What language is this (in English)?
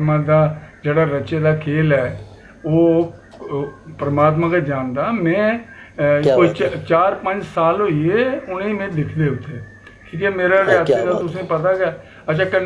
Dogri